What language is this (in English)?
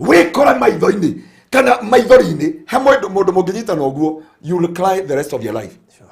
Kikuyu